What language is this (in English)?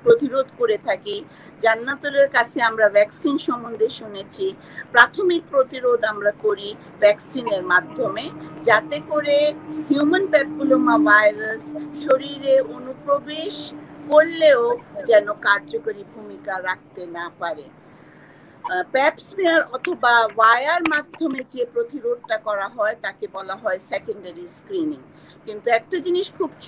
Bangla